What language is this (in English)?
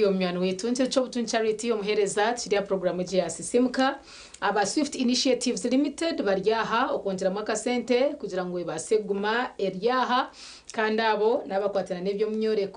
Nyankole